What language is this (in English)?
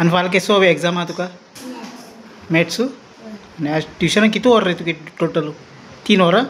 Konkani